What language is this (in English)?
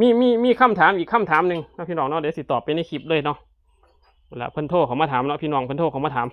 Northeastern Thai